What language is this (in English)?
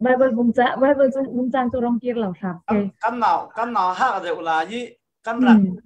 Falam Chin